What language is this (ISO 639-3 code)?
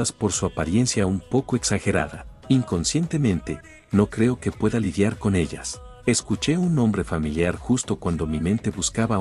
spa